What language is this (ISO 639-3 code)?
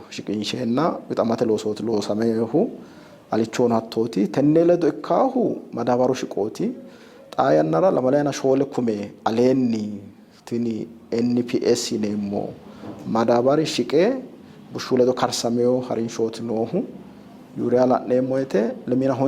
sid